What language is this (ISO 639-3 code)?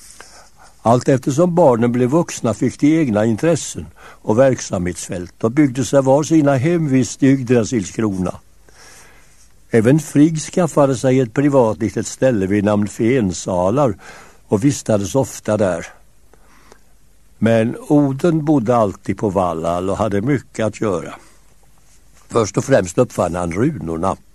swe